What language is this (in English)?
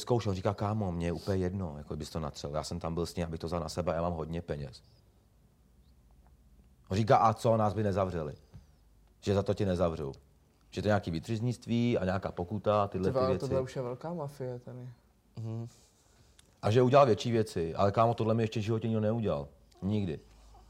Czech